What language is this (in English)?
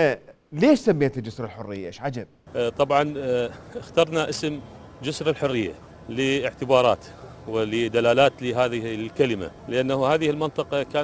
Mesopotamian Arabic